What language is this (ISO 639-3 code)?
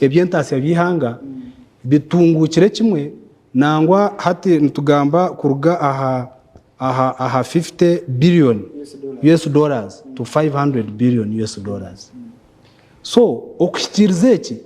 nyn